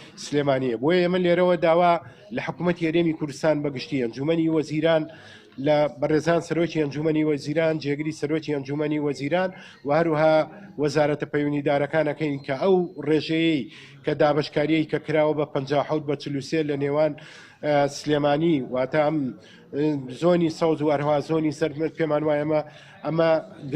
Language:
Central Kurdish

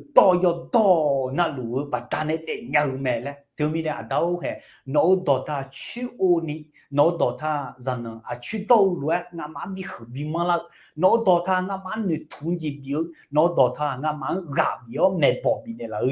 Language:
Akha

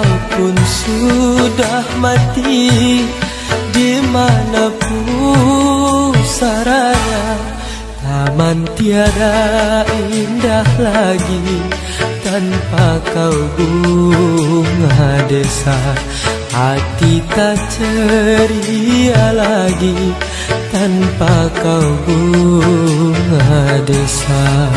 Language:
Malay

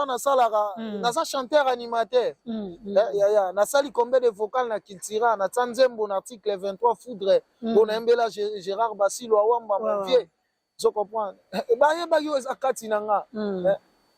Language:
Lingala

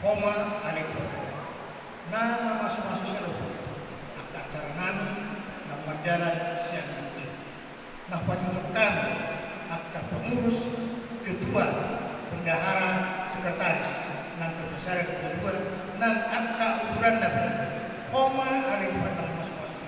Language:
Batak Toba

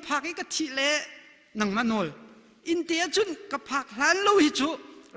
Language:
Hakha Chin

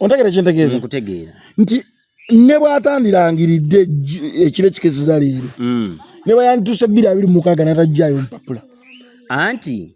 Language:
Ganda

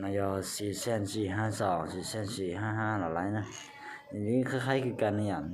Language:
Hmong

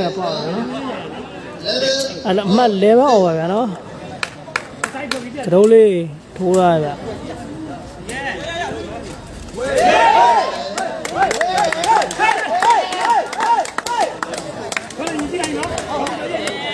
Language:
Burmese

